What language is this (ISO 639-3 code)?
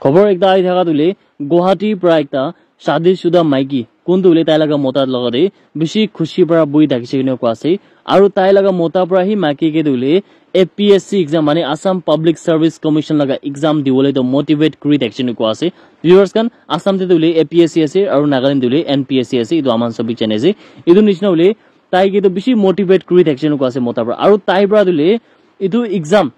nag